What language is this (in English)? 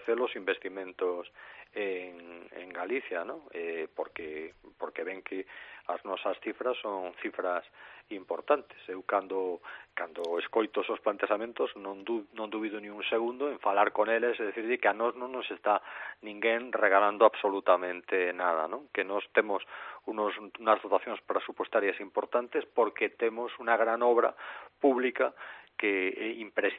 Galician